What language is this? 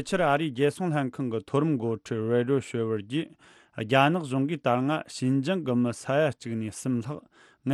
Tibetan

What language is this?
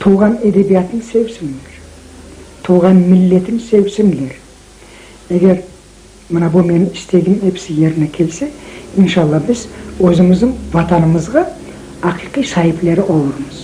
Crimean Tatar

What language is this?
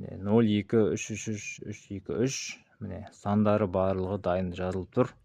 Kazakh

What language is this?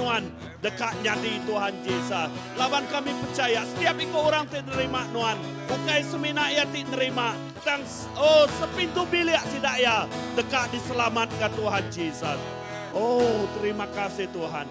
Iban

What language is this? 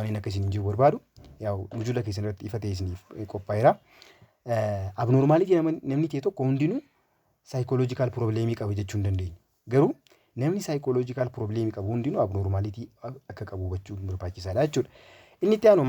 Oromo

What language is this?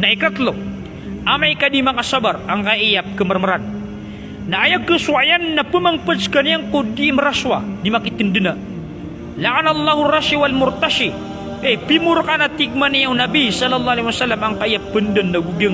Maranao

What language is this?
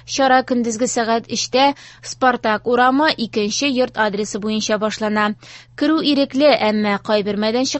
Tatar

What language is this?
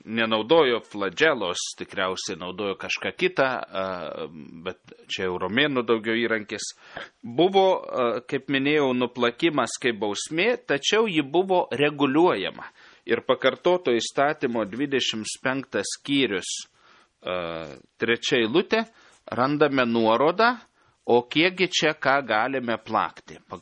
Lithuanian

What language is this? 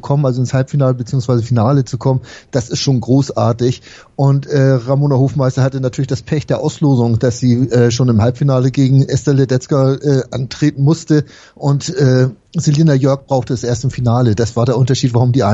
German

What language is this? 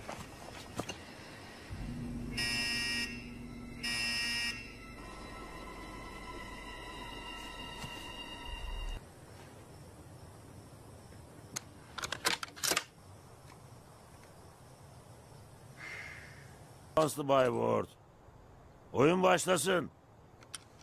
Turkish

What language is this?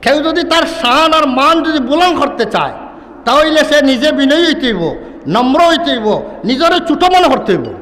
Sylheti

